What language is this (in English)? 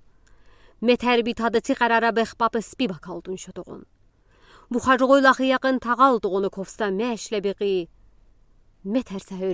Udi